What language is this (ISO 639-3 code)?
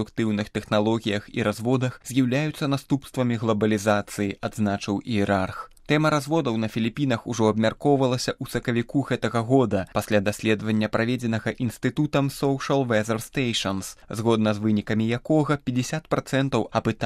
bel